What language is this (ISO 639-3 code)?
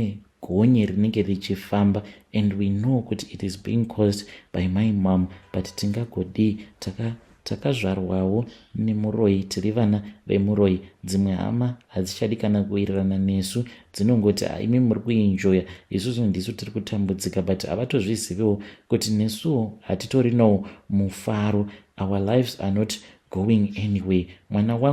sna